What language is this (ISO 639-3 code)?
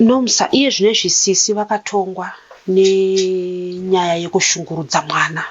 sna